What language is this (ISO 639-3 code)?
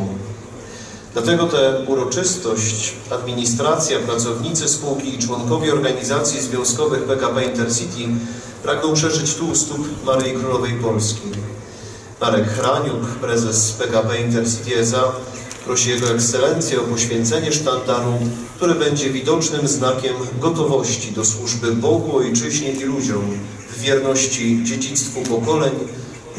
pol